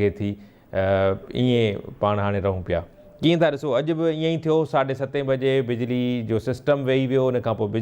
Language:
Sindhi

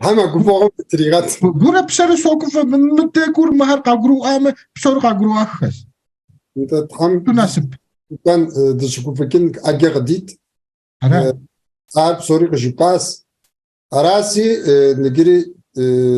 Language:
Kabardian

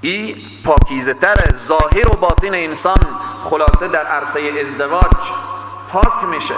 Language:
Persian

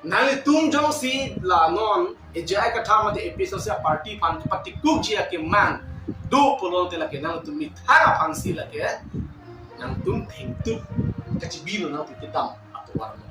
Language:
Karbi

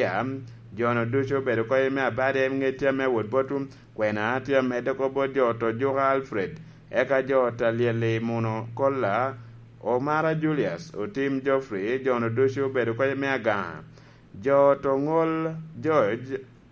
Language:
Lango (Uganda)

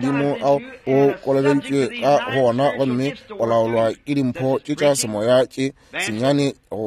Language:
Northern Sotho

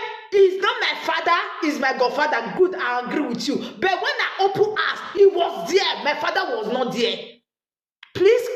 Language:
Nigerian Pidgin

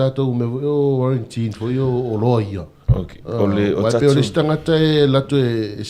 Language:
Samoan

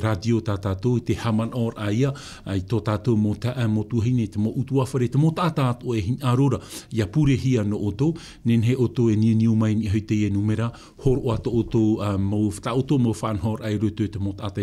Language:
Tahitian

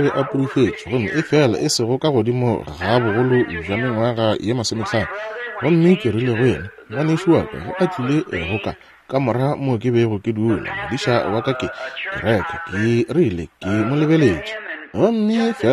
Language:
Northern Sotho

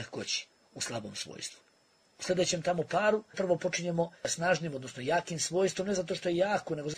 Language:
Bosnian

